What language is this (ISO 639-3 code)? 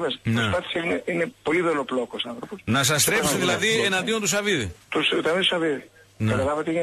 ell